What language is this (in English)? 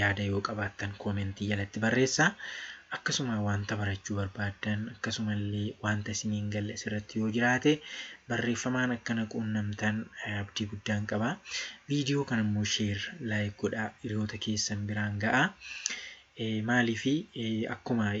Oromo